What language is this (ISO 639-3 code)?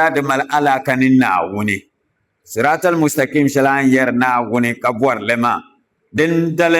dag